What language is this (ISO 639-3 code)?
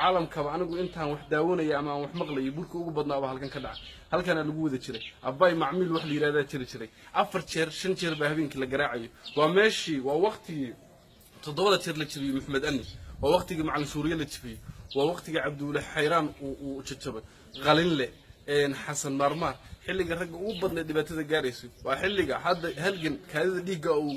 som